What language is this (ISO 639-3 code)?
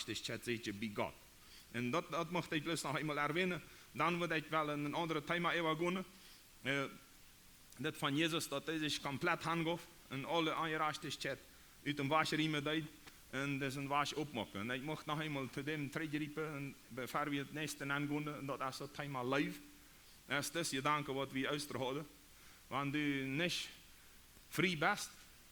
pdt